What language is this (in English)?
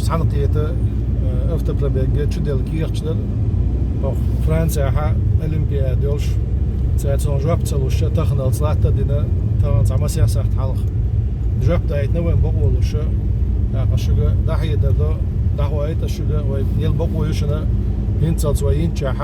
Chechen